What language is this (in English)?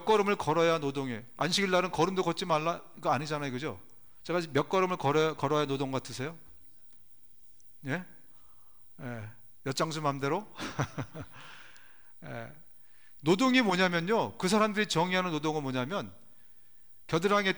Korean